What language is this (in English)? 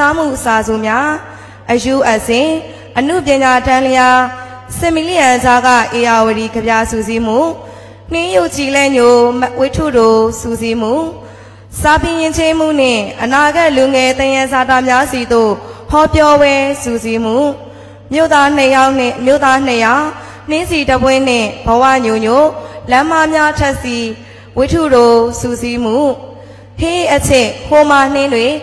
Burmese